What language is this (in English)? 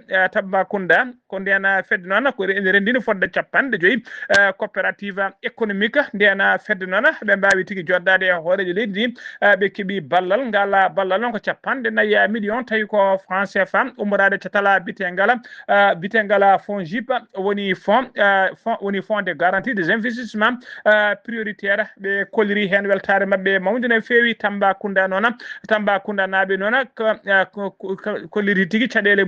Fula